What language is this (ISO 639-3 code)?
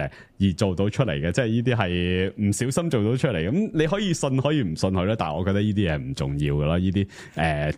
yue